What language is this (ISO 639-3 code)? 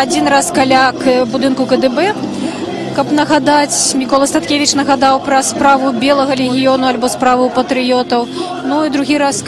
bel